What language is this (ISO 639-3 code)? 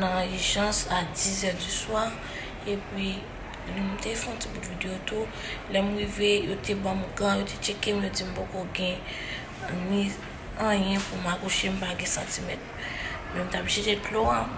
hat